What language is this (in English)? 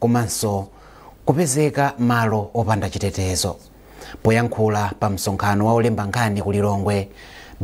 Nyanja